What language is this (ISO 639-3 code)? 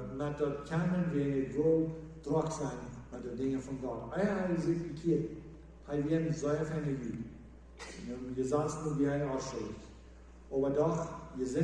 pdt